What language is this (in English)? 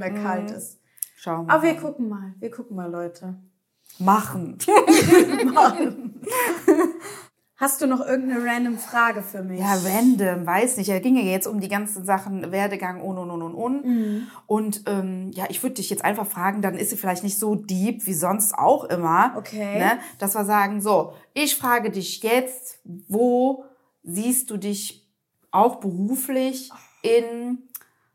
German